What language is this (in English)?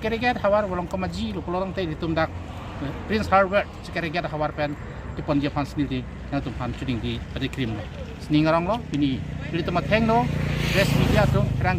Karbi